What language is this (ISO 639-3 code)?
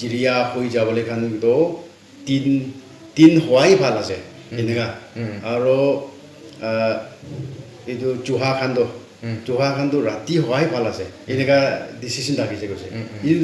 nag